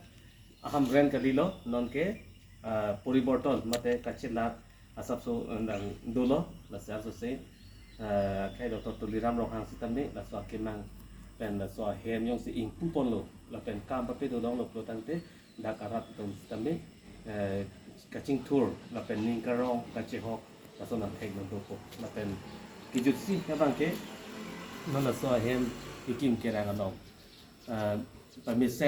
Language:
Karbi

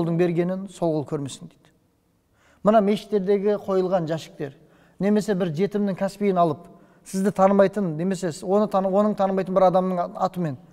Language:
Kazakh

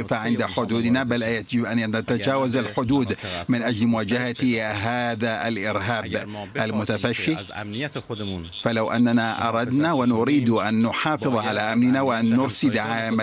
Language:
Arabic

